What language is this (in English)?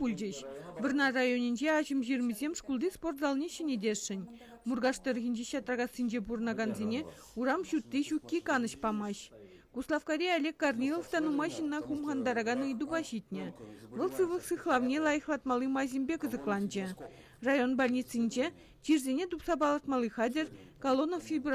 Chuvash